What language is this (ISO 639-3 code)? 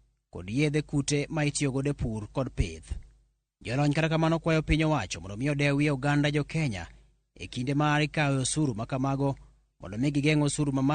luo